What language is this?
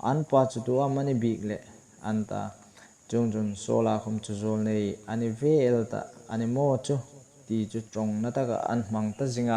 Hmar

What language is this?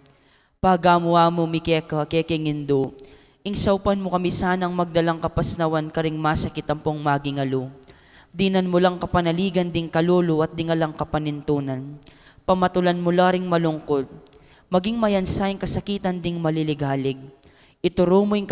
Pampanga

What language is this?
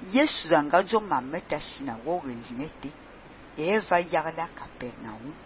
Fang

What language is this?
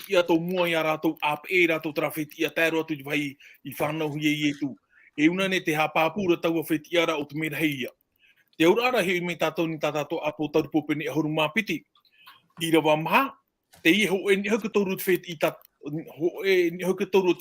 Tahitian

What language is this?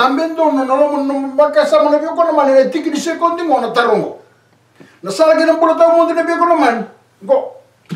Fijian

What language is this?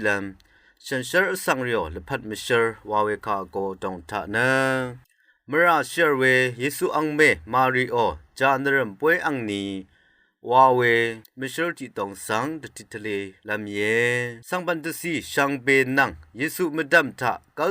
Rawang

